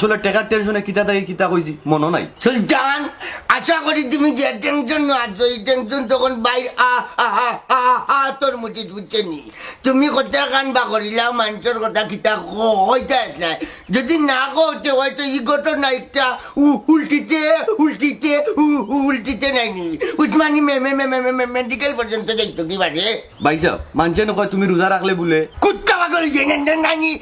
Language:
Sylheti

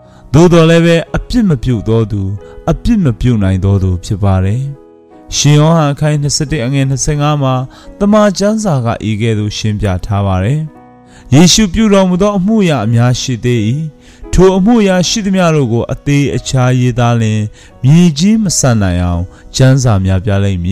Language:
Burmese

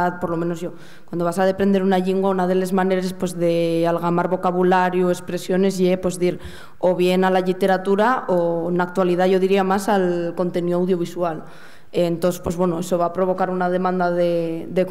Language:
Asturian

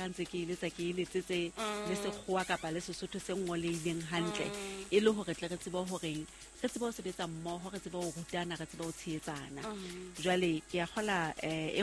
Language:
Southern Sotho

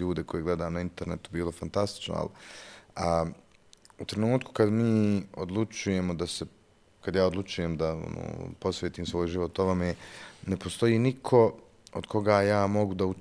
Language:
Bosnian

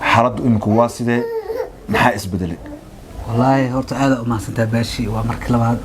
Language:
Somali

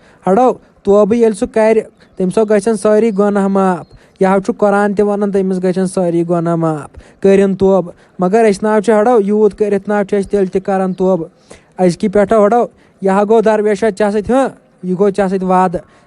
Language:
Kashmiri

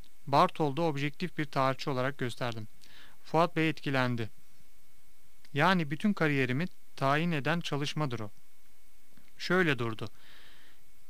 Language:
Turkish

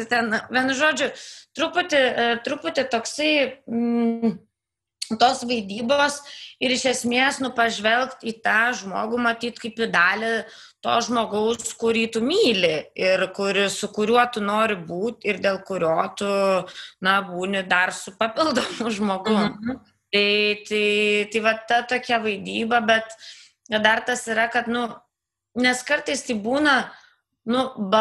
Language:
Lithuanian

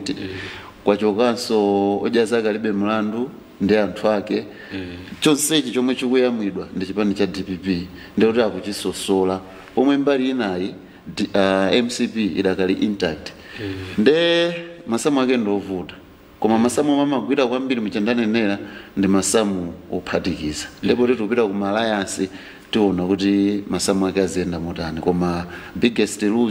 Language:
Nyanja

